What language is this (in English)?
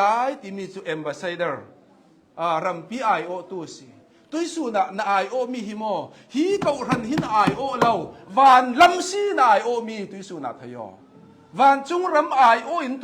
Hakha Chin